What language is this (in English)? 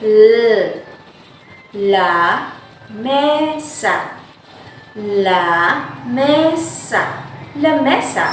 Hiligaynon